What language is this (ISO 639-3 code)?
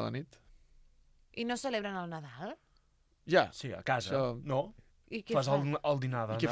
cat